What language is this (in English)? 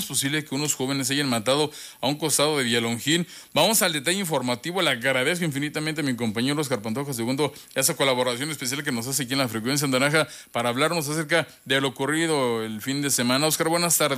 Spanish